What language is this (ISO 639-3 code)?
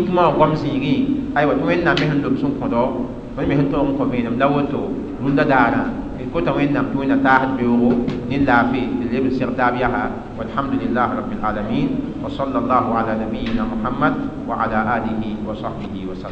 mos